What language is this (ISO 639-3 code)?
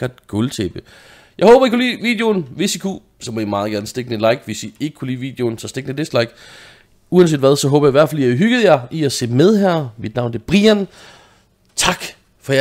dan